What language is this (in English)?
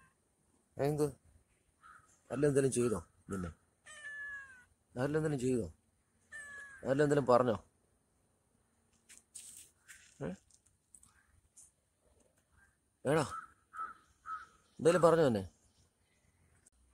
Malayalam